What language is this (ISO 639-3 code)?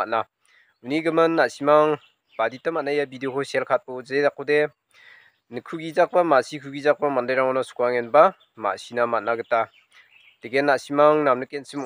grt